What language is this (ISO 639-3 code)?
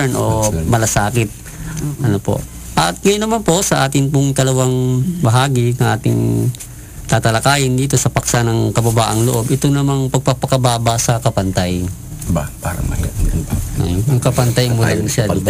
fil